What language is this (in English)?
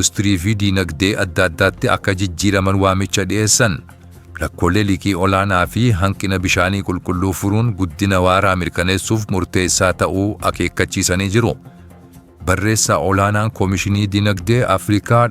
Oromo